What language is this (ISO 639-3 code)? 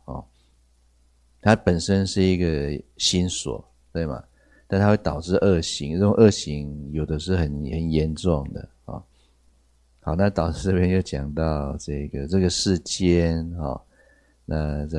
zho